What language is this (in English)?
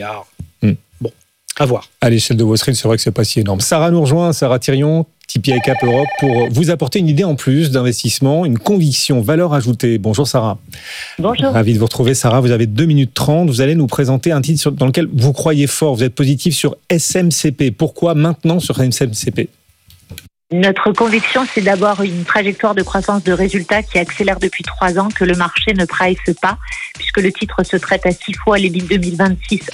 French